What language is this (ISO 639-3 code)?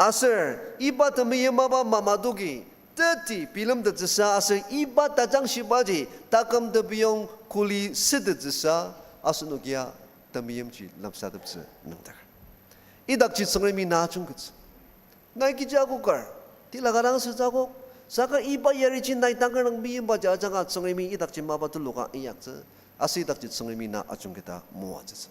njo